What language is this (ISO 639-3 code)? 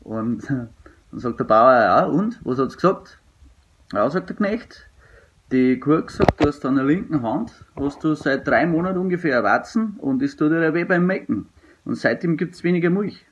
bar